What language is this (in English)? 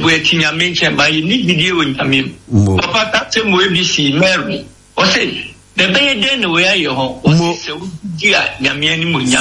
Akan